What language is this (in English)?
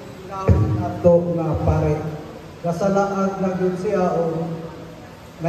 Cebuano